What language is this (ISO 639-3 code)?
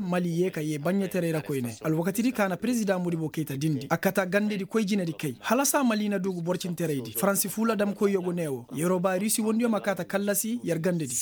ses